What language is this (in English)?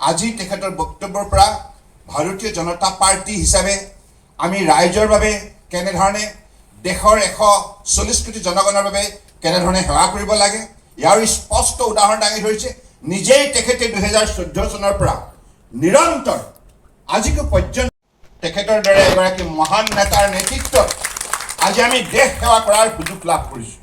Assamese